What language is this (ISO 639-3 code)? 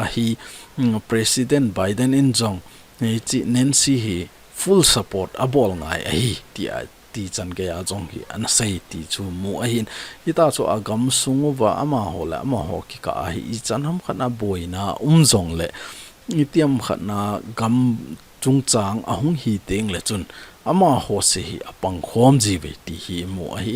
tcz